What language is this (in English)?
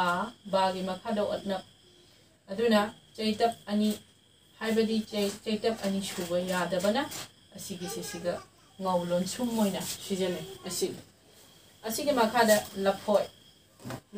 Manipuri